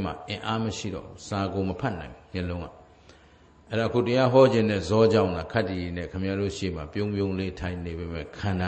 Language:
Burmese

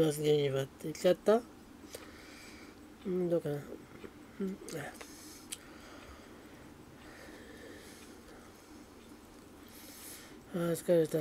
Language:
Japanese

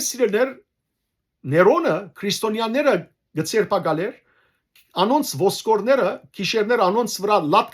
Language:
Western Armenian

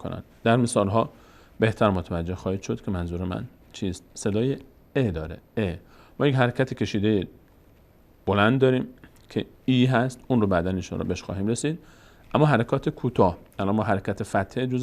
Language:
Persian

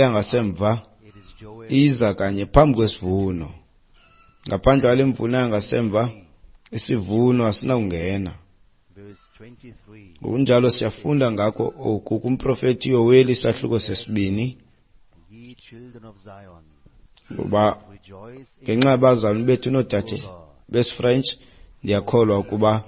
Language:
Xhosa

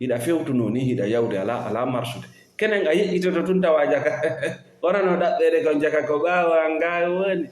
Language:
Fula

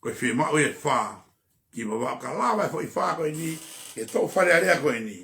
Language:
Tongan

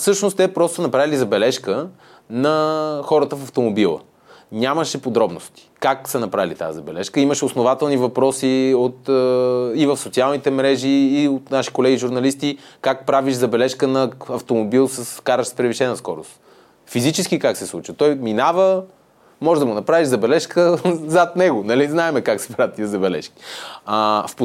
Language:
Bulgarian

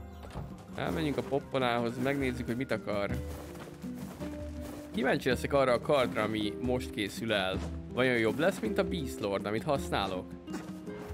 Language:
Hungarian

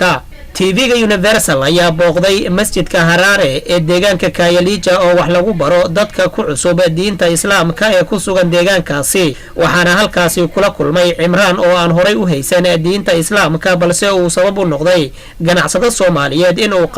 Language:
Somali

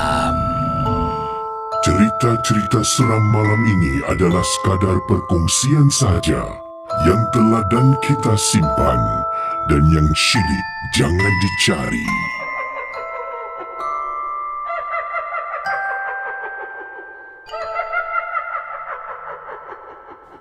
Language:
Malay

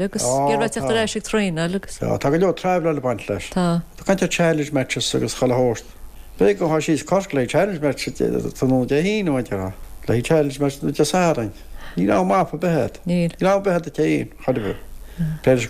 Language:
Irish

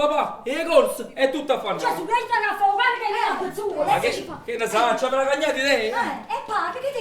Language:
Neapolitan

